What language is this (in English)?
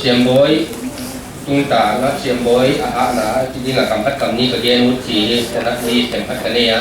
Paite Chin